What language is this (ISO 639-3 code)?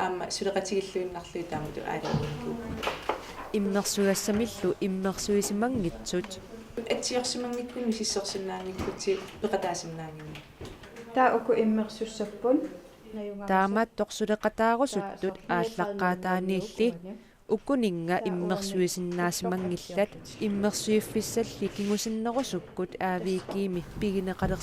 kal